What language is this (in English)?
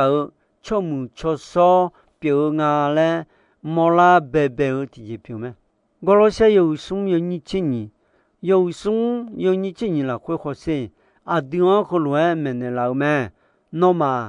Akha